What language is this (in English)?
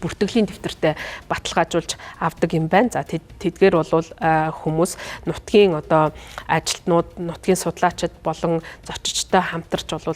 Mongolian